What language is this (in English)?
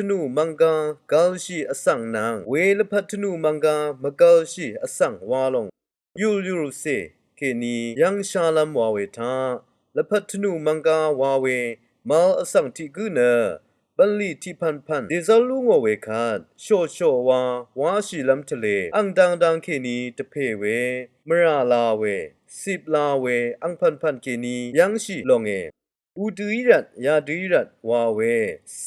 Rawang